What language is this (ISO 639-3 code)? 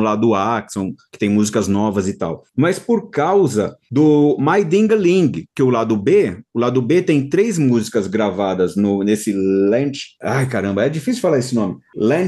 por